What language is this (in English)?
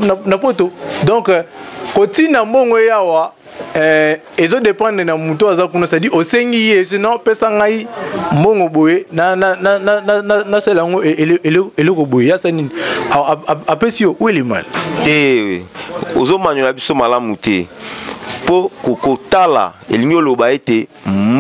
Lingala